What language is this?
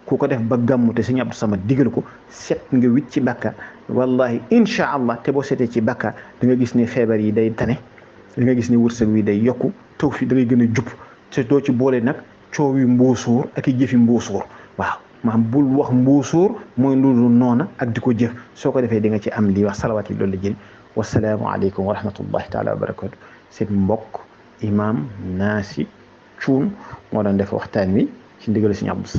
Wolof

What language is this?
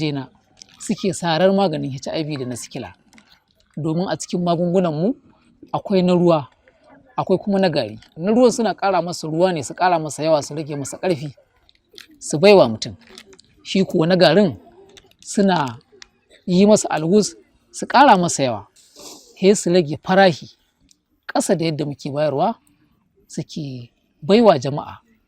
Hausa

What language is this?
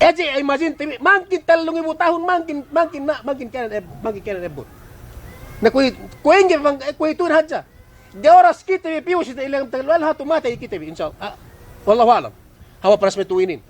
Yakan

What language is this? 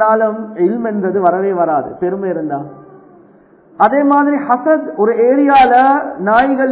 Tamil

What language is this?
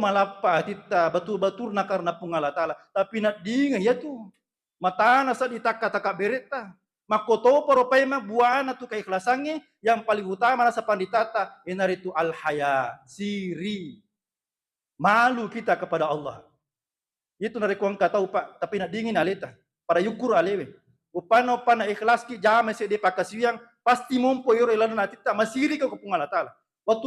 Buginese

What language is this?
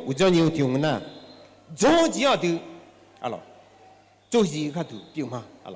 Akha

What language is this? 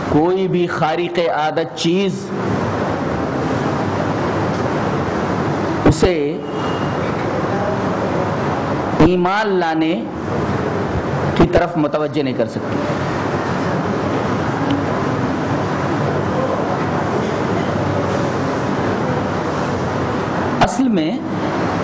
Urdu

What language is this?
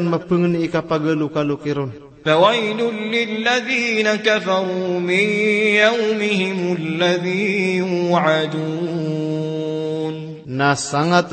Maranao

